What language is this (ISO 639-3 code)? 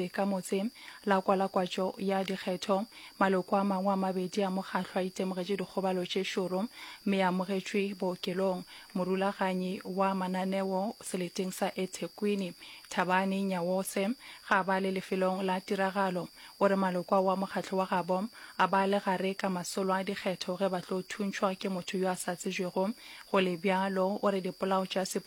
nso